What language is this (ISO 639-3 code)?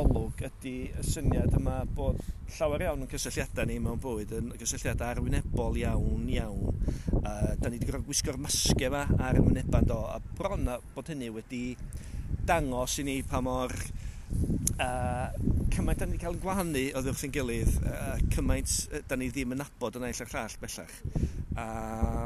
cym